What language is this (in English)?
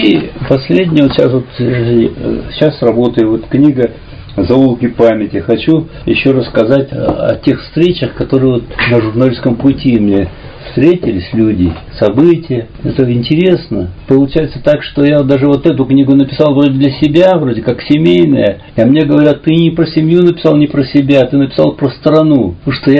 Russian